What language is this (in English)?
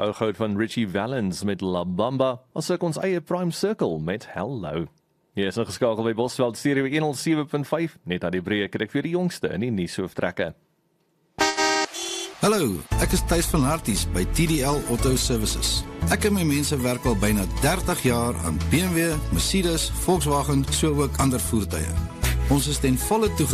Afrikaans